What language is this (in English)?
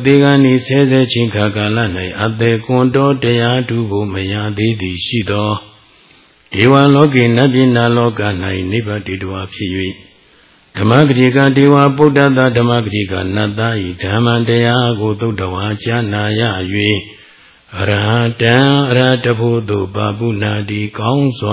Burmese